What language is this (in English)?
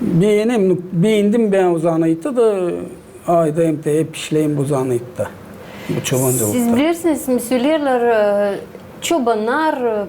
Gagauz